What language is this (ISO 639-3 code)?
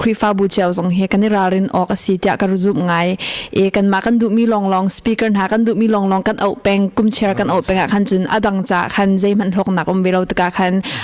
cnh